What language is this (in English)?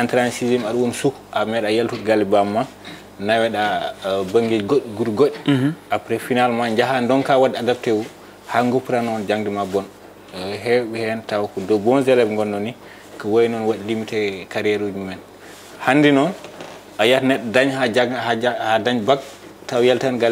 Fula